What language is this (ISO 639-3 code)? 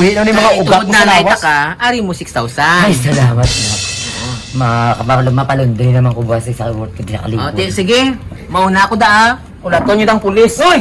hil